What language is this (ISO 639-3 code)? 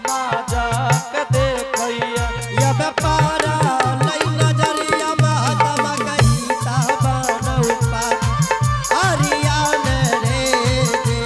anp